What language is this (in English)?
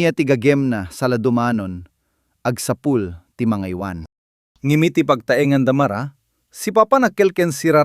Iloko